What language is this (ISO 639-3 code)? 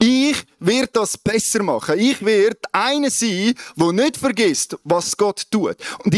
gsw